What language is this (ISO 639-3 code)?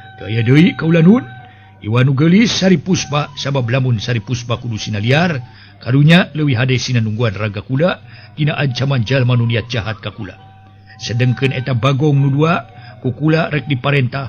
sun